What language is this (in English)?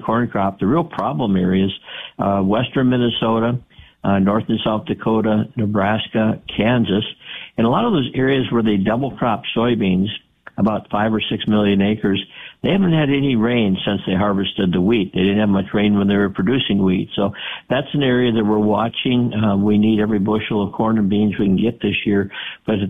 English